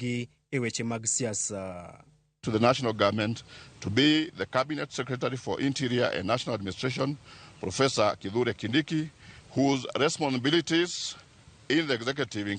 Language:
Luo (Kenya and Tanzania)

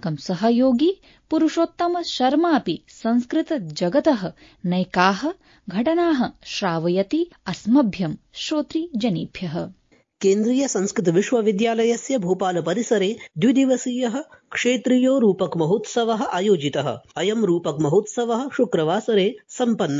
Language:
Sanskrit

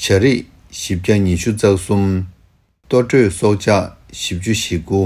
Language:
Tibetan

